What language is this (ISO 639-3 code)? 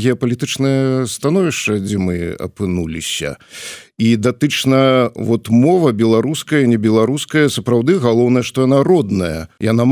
bel